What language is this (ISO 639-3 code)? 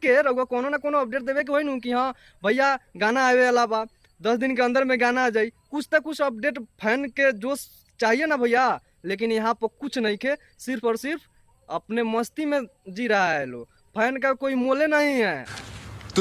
bho